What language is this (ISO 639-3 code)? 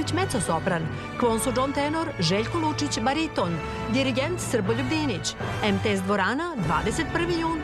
srp